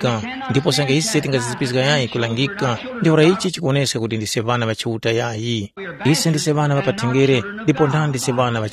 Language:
Tumbuka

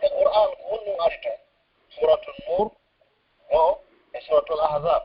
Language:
Pular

